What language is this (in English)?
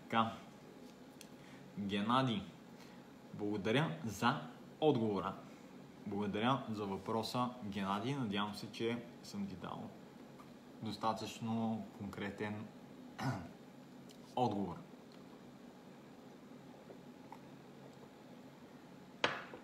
Bulgarian